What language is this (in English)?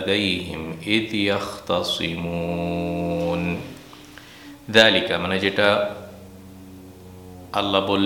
Bangla